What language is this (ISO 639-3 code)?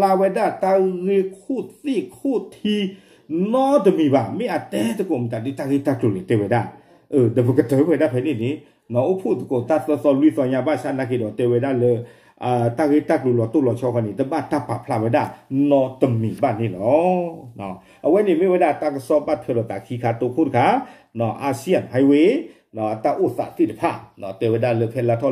ksw